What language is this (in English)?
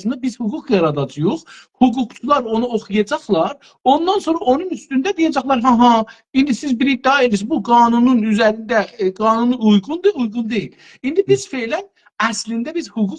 South Azerbaijani